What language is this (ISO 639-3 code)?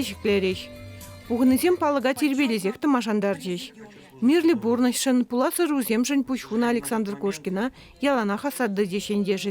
chv